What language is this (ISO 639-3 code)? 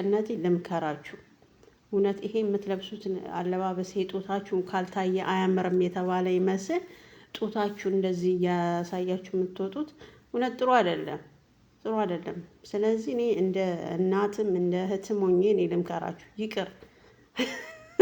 amh